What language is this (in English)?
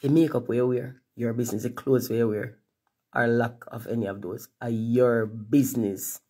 Jamaican Creole English